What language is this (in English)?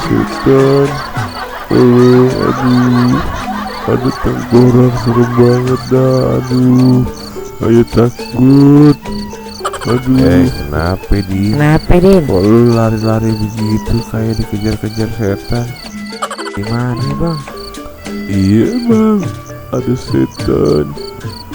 Betawi